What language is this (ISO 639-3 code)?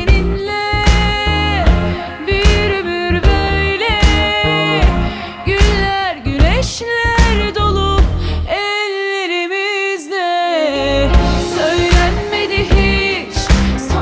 tur